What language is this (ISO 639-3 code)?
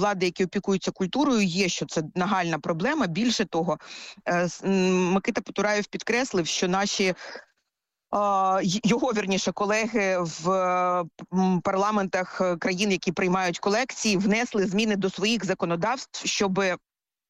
ukr